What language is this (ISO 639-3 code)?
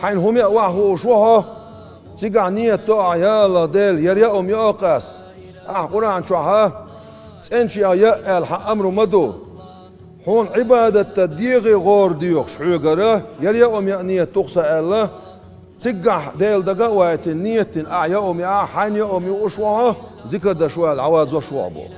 che